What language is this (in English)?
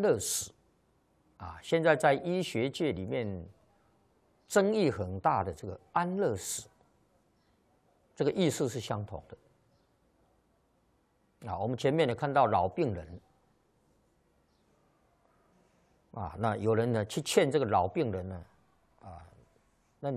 Chinese